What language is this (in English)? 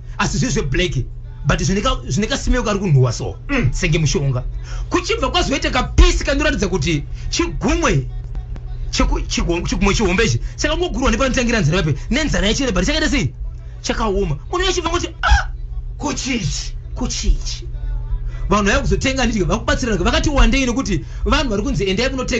Shona